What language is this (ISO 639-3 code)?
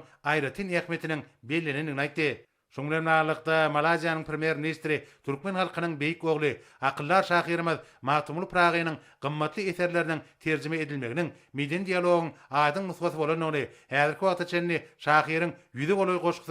tuk